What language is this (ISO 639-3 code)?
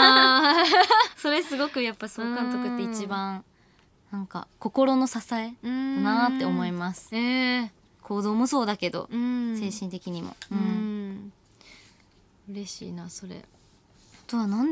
jpn